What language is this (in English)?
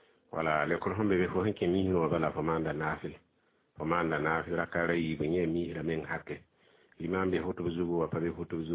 Mossi